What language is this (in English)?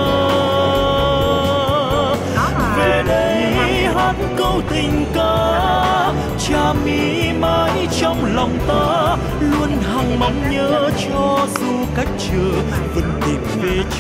Vietnamese